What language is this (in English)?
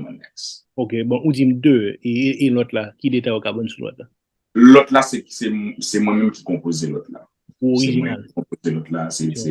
Haitian Creole